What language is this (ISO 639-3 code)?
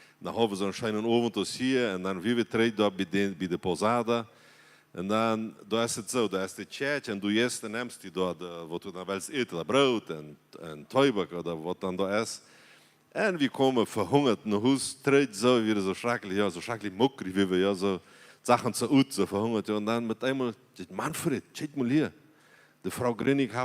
pdt